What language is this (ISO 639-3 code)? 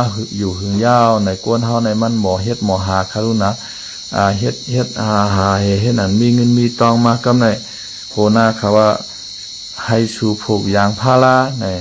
shn